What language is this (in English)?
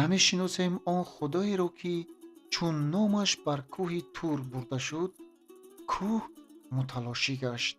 Tajik